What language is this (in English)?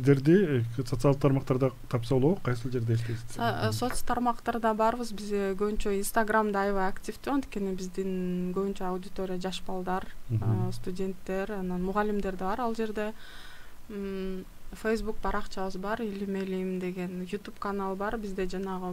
Kyrgyz